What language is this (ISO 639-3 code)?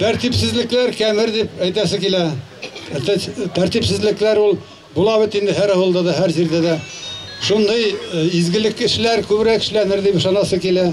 bak